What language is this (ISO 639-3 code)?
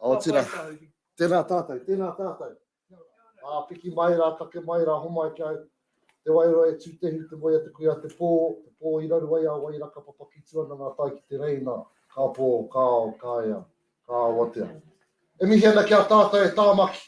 mri